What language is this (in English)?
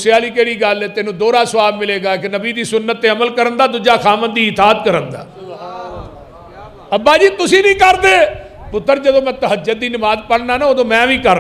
Western Panjabi